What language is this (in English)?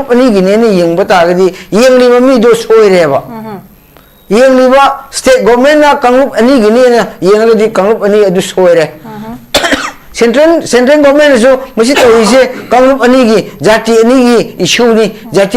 Manipuri